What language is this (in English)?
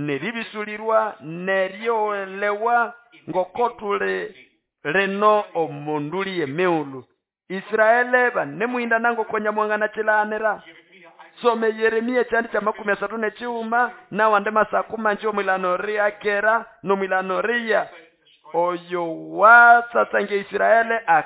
Nande